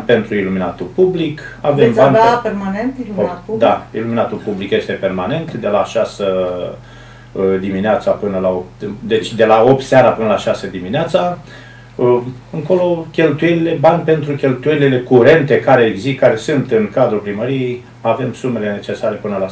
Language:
Romanian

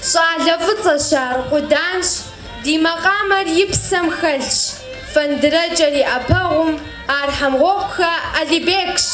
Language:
Kabardian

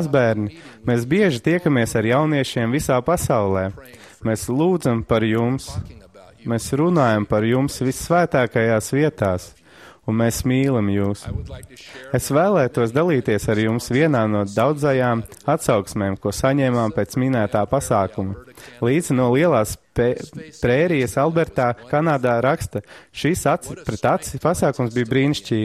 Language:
Latvian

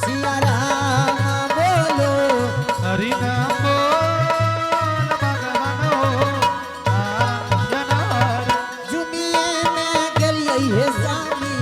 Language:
Angika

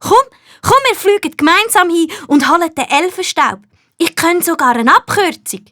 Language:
Swiss German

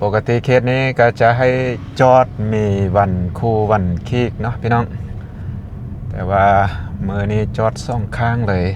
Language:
Lao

